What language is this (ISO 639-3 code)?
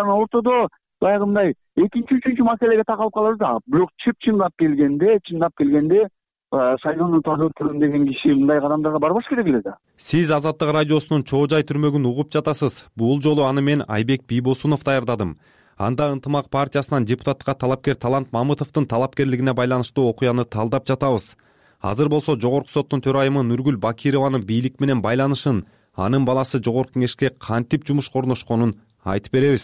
kir